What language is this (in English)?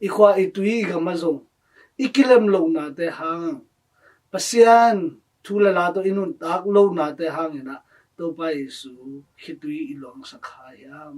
Tedim Chin